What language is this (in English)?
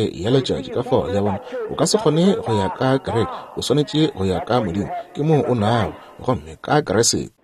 Northern Sotho